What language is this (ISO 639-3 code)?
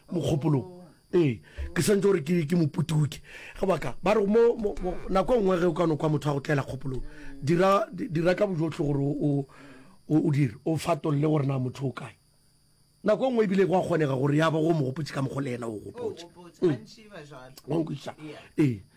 nso